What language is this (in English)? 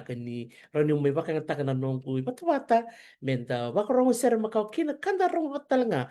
Fijian